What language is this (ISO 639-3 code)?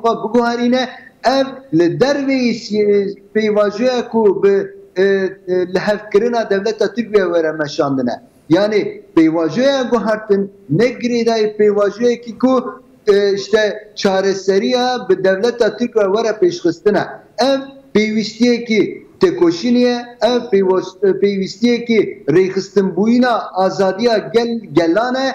kur